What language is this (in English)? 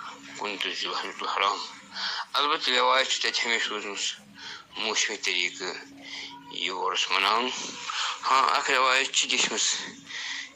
Kashmiri